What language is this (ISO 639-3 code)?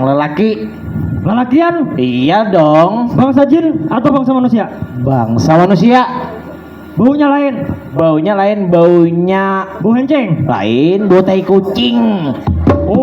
bjn